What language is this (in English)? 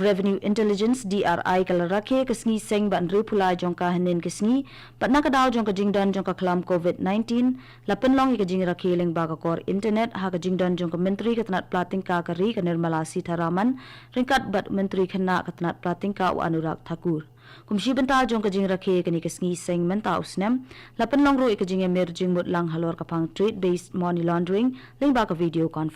Khasi